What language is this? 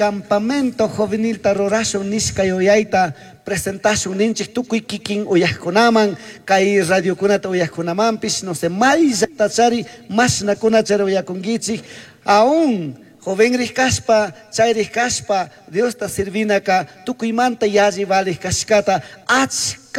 Chimborazo Highland Quichua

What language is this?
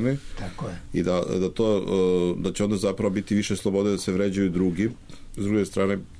Serbian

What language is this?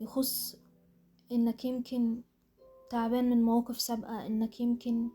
Egyptian Arabic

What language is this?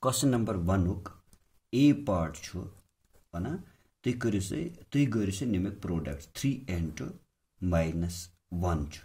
Kashmiri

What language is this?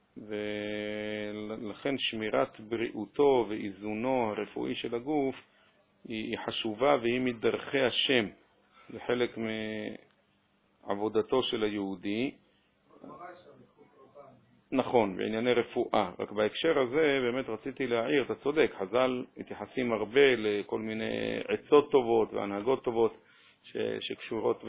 Hebrew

